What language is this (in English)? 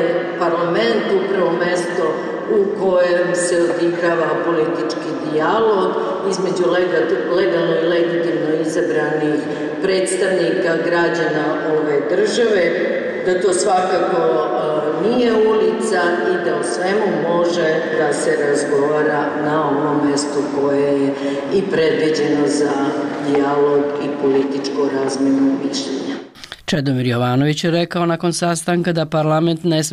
Serbian